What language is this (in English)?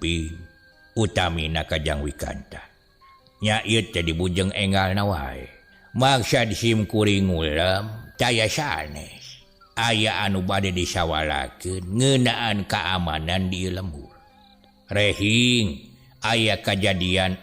Sundanese